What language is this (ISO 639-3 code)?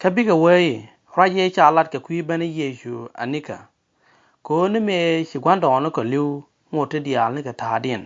nus